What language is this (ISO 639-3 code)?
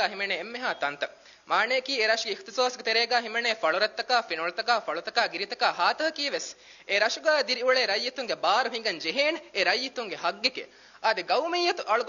div